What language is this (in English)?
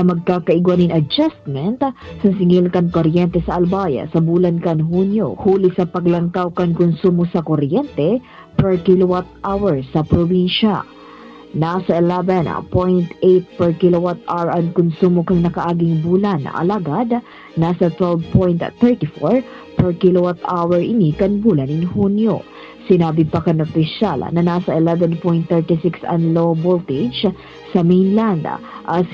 Bikol